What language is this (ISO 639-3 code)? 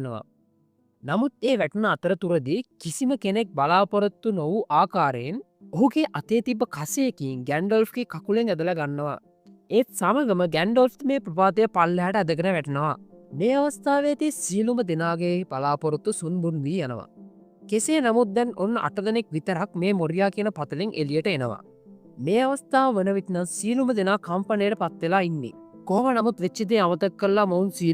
sin